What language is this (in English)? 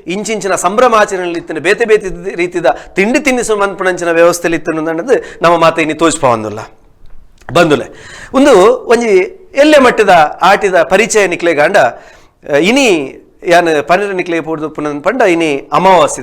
Tulu